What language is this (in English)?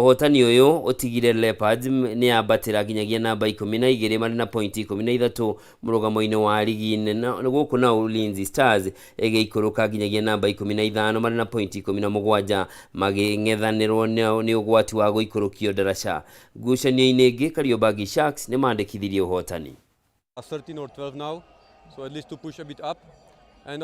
Kikuyu